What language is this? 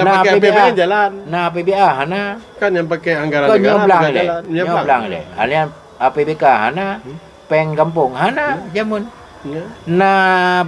Achinese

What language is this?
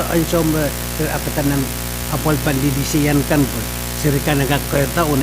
Pohnpeian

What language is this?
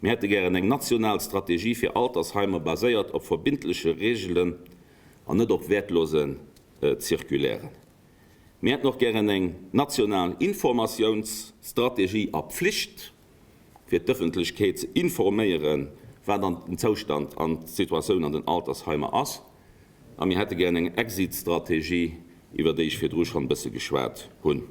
Luxembourgish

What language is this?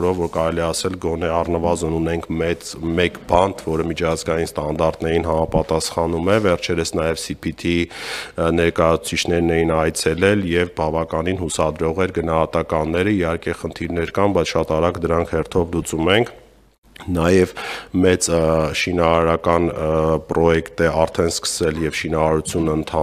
Armenian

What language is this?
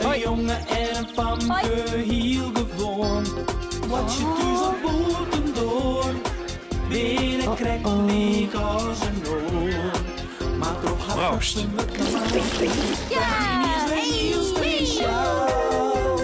Western Frisian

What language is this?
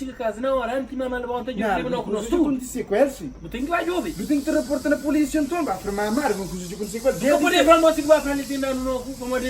Kabuverdianu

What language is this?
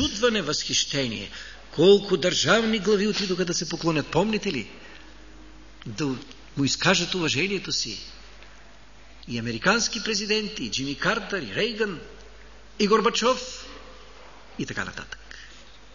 Bulgarian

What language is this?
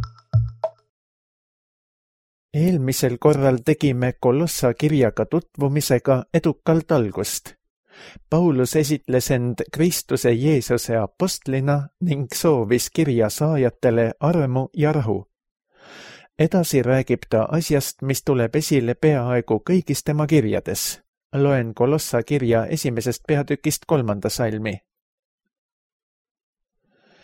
Estonian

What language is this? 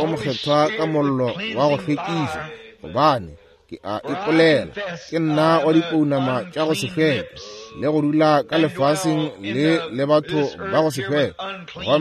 Northern Sotho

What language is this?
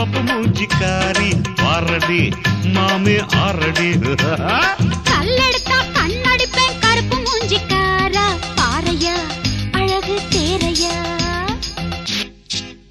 Tamil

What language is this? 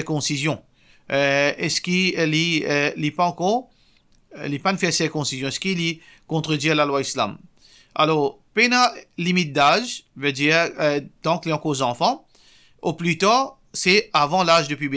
Morisyen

